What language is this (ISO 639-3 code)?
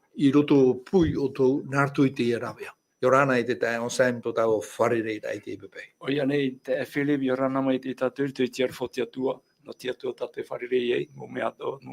tah